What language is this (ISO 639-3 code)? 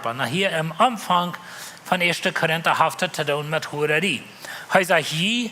pdt